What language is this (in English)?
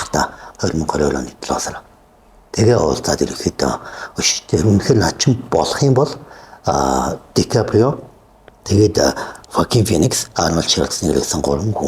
Mongolian